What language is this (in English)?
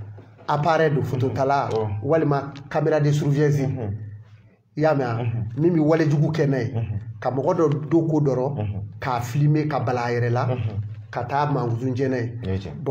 Bambara